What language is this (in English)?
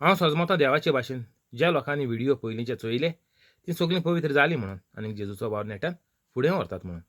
Konkani